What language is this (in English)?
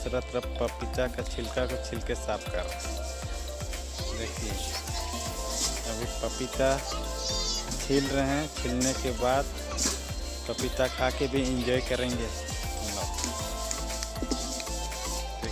Hindi